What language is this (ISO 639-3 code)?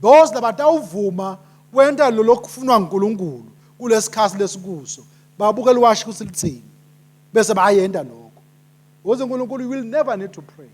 ssw